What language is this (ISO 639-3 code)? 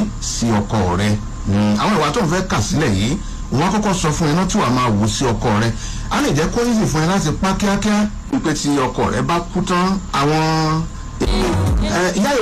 yor